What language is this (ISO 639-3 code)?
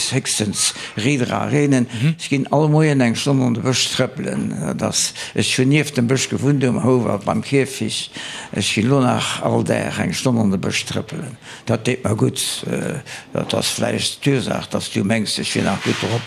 ltz